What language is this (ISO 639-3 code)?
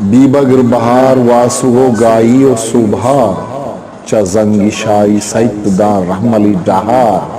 bgp